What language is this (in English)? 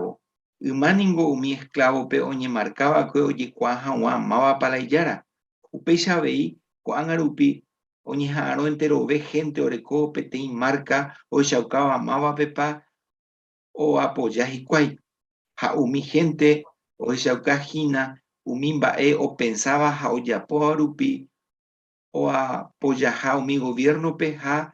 Guarani